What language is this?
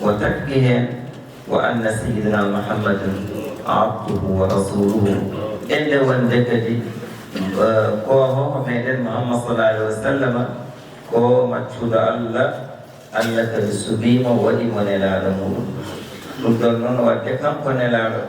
Fula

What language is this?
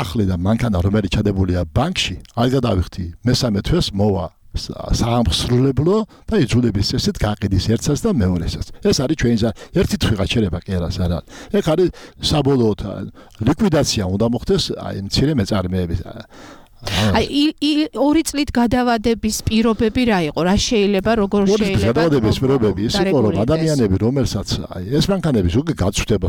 Georgian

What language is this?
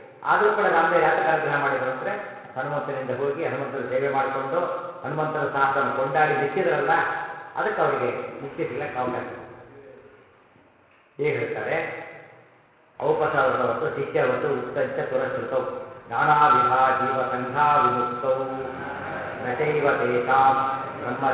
Kannada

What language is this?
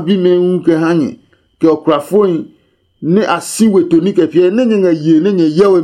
Adangme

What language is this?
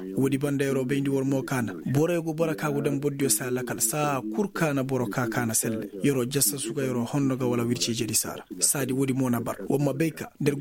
Koyraboro Senni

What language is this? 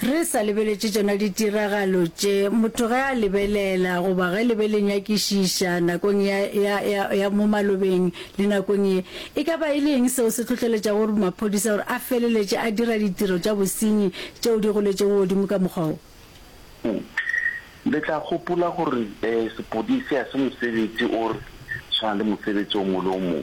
Northern Sotho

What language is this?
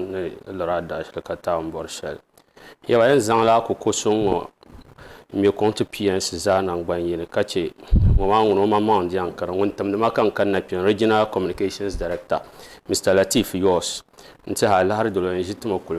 Dagbani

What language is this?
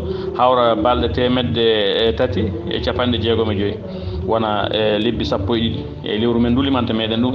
Fula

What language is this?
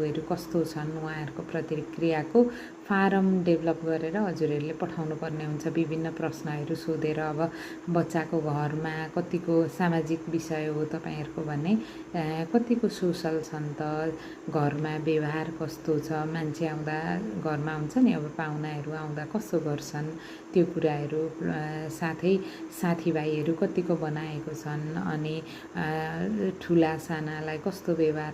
Nepali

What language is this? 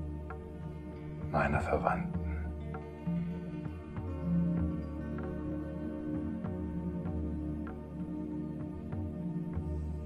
German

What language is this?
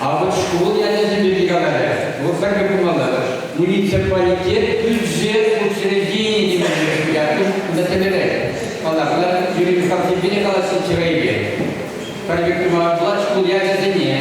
Chuvash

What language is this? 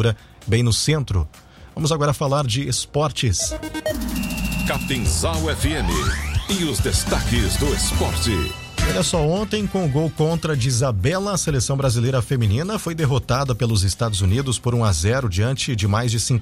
Portuguese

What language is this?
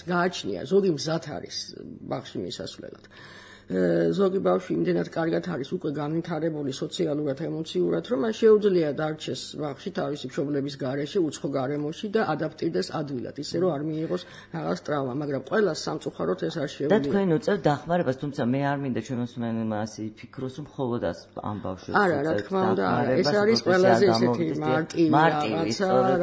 Georgian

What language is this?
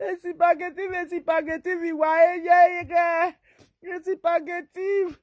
Nigerian Pidgin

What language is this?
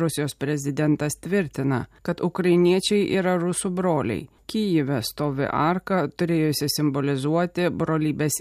Lithuanian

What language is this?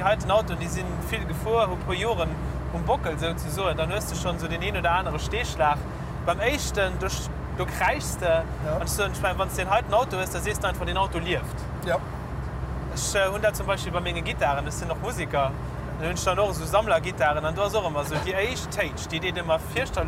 Luxembourgish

